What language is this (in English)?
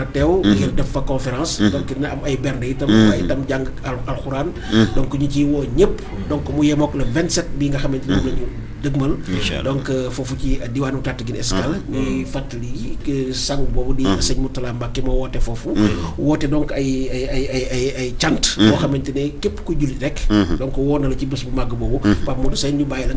Wolof